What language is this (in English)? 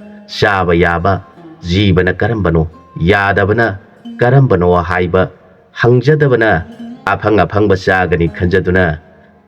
Manipuri